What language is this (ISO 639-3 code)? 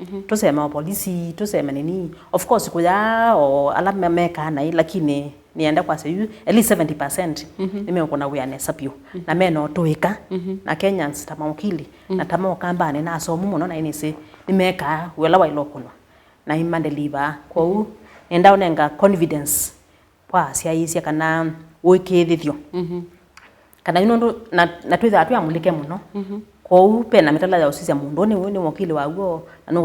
kam